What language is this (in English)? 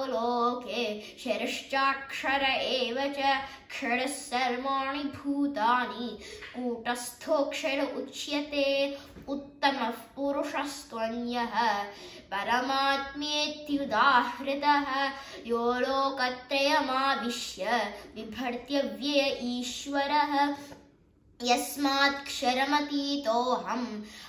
Sanskrit